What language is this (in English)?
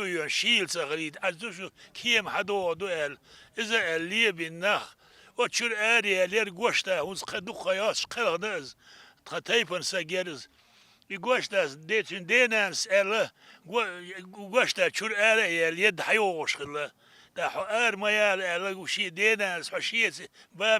Chechen